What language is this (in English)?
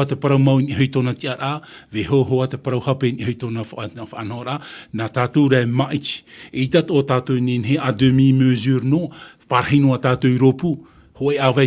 Tahitian